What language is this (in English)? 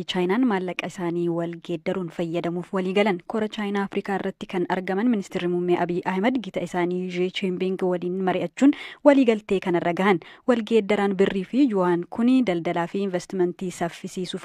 Oromo